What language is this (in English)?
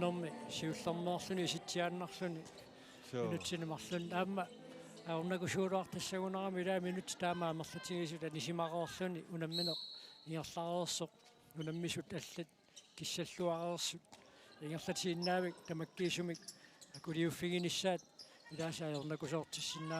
Kalaallisut